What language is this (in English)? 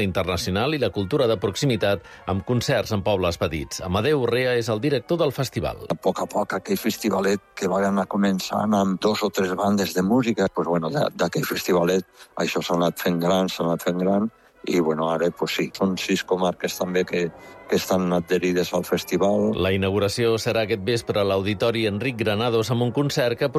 Catalan